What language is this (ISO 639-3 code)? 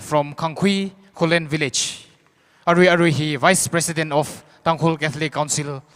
nmf